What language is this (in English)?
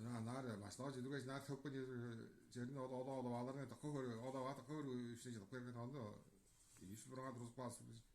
Tuvinian